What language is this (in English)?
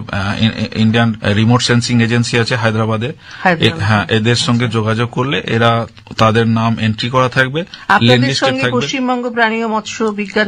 Bangla